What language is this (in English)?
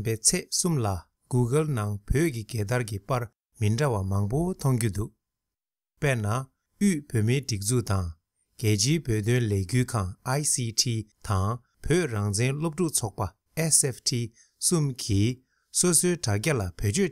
Tibetan